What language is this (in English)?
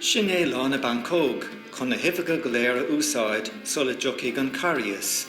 Irish